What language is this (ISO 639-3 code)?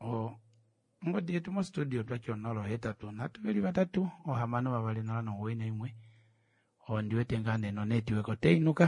kua